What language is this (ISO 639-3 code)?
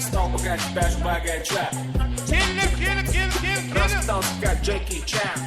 kaa